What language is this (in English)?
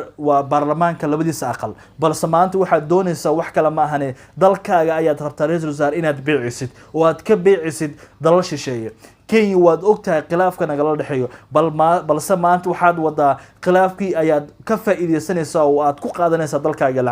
Somali